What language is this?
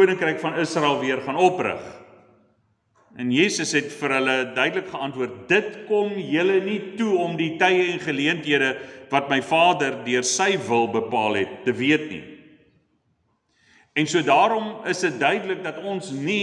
Afrikaans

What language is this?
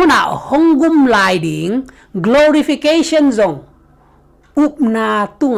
Tedim Chin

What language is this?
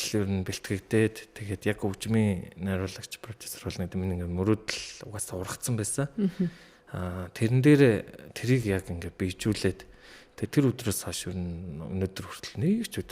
Mongolian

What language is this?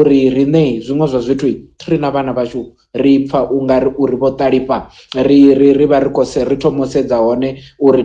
Venda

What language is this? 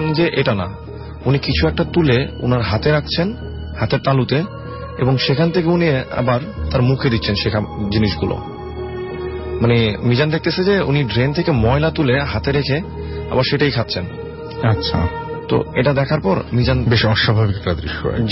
Bangla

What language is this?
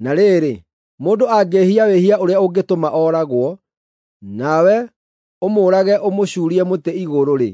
Kikuyu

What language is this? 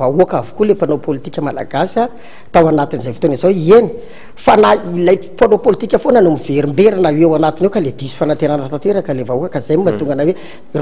Malagasy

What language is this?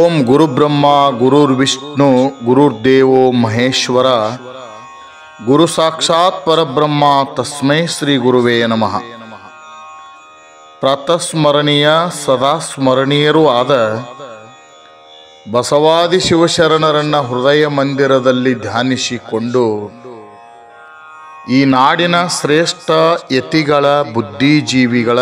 Kannada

